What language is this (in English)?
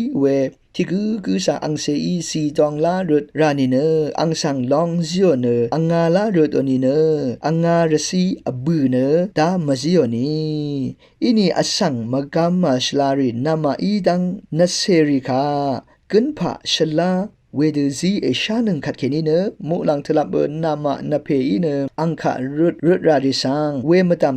Rawang